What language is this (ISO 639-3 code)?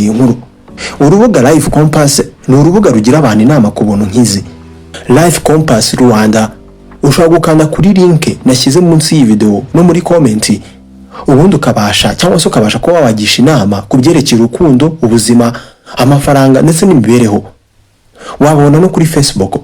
kin